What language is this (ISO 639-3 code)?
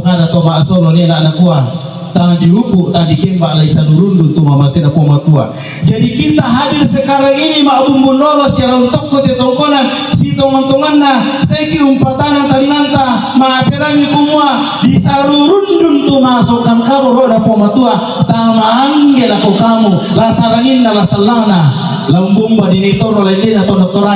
sda